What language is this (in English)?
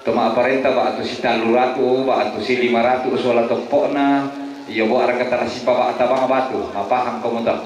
Toraja-Sa'dan